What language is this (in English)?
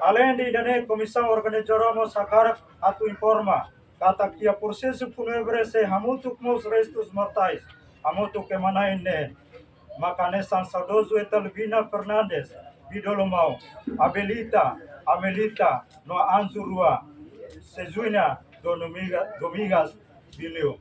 Tetum